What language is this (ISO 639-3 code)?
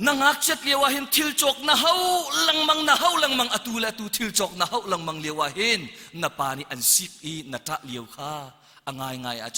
cnh